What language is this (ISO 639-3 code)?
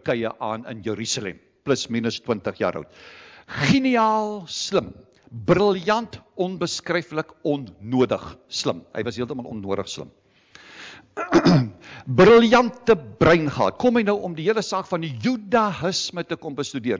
afr